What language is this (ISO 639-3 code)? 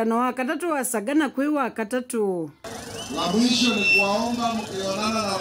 kam